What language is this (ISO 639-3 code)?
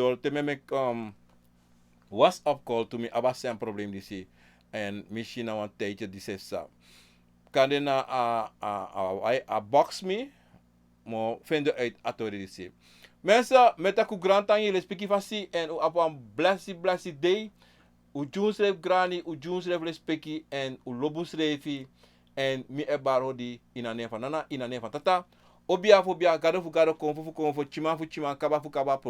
srn